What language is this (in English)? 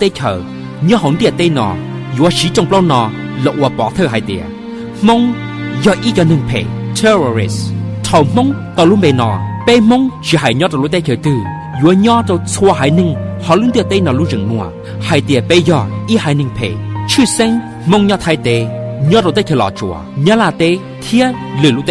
Hmong